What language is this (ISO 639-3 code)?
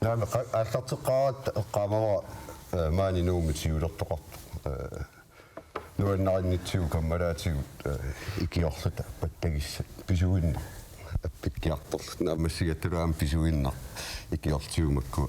kal